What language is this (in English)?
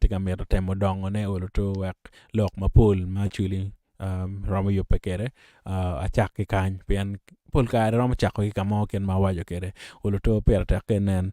Acoli